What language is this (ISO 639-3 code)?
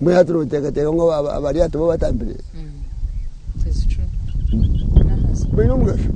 nyn